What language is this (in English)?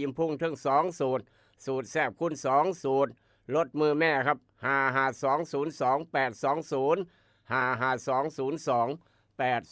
Northeastern Thai